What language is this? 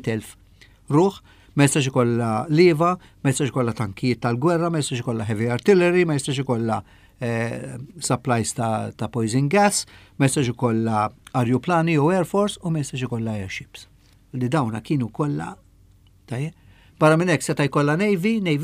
Maltese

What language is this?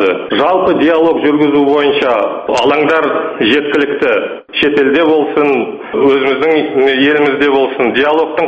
Kazakh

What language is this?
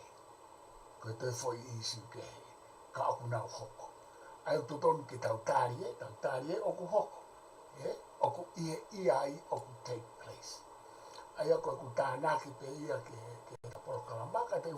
Tongan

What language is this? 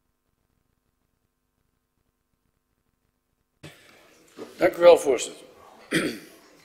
Dutch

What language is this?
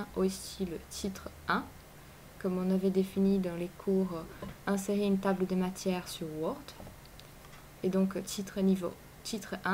French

